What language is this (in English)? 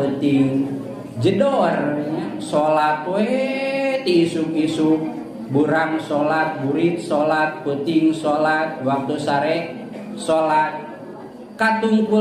Sundanese